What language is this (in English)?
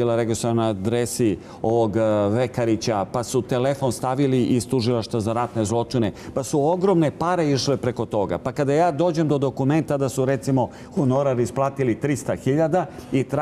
Serbian